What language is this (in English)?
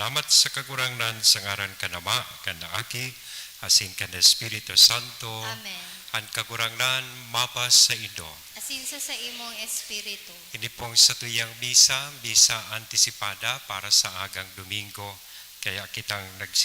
Bikol